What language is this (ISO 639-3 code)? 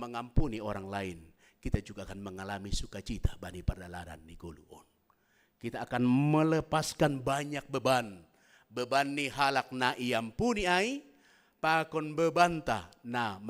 bts